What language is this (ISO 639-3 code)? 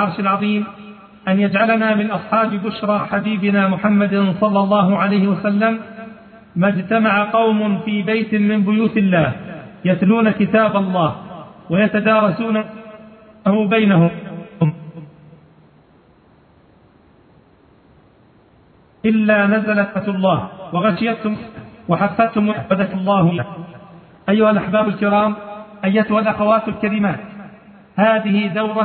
ara